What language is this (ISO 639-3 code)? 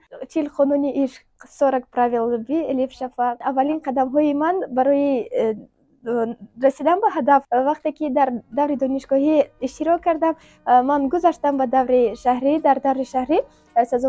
tgk